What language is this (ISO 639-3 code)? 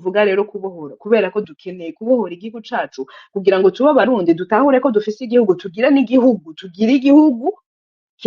run